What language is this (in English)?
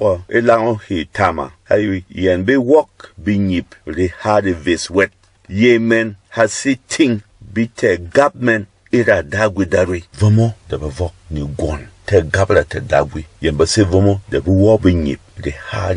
Berom